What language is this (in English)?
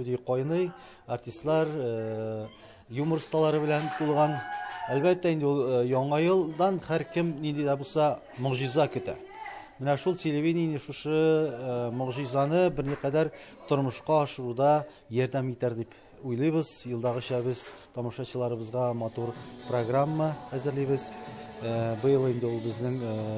Tatar